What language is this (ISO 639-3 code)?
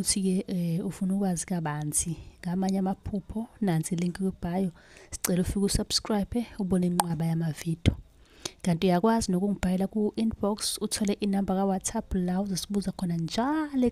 zul